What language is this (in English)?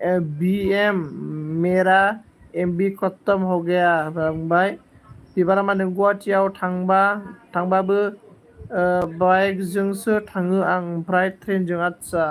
Bodo